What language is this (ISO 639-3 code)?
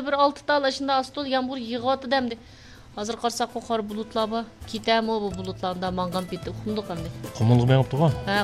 uig